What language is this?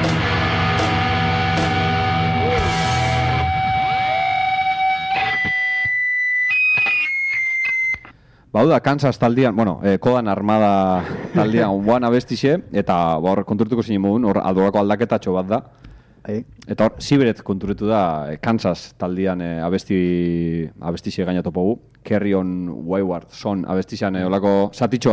Basque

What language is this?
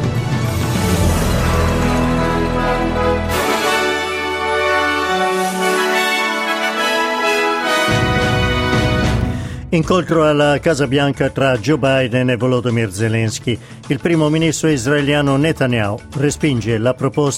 Italian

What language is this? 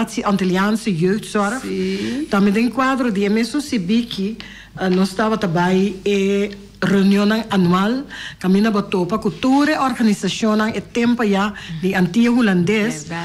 Papiamento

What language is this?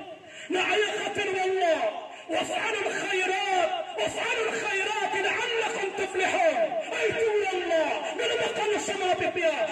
Maranao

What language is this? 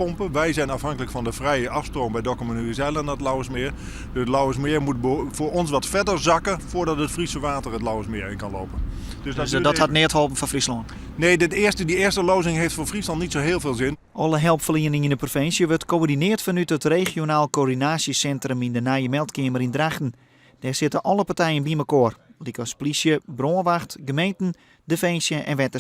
Western Frisian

